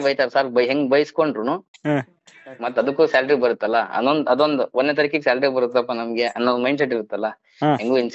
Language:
Kannada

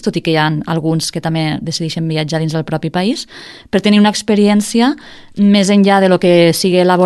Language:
Catalan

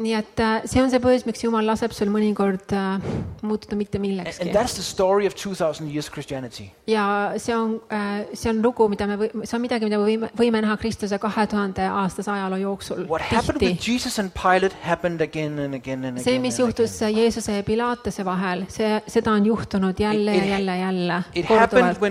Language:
Estonian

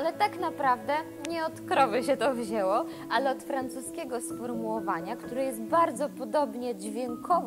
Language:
Polish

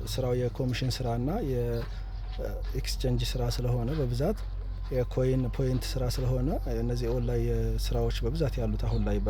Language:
Amharic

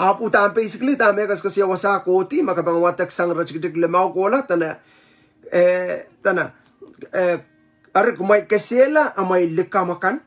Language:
Pohnpeian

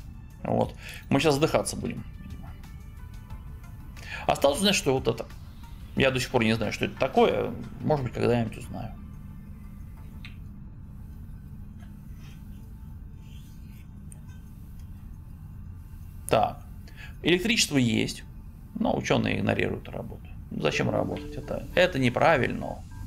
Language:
Russian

